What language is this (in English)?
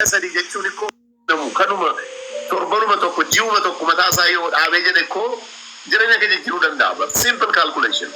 Oromo